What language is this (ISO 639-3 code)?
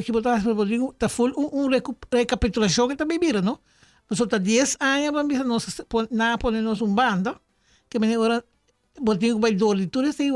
pap